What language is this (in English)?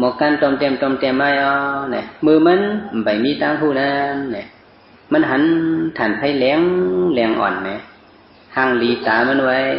Shan